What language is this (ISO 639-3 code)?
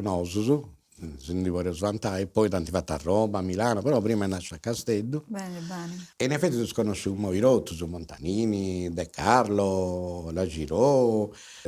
srd